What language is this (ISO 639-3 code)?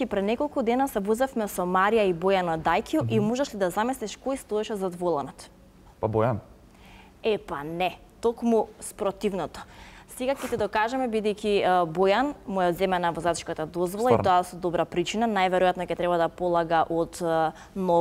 mkd